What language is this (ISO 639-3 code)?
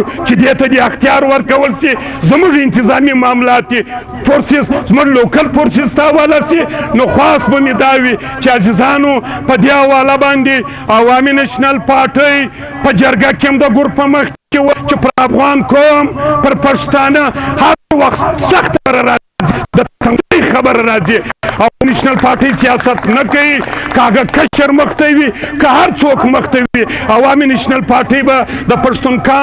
pus